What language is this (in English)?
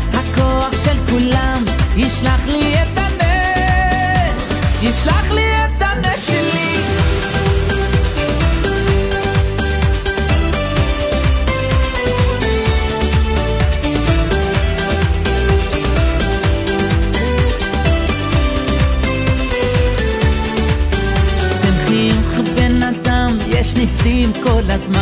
Hebrew